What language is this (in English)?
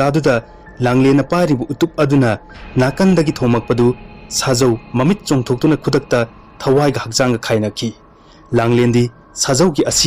Manipuri